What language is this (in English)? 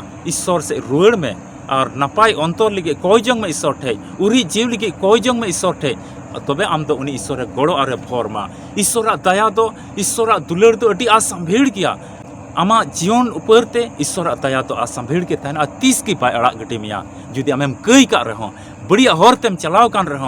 Santali